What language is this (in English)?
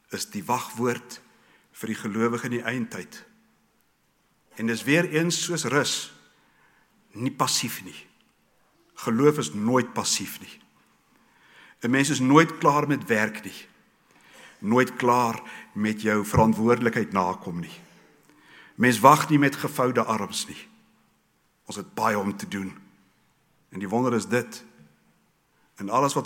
Afrikaans